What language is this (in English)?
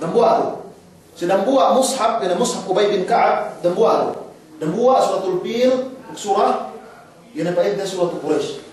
Yakan